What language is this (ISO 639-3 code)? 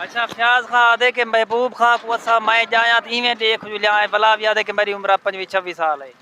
skr